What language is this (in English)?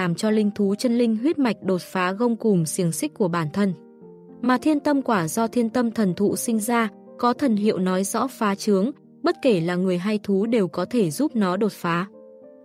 Vietnamese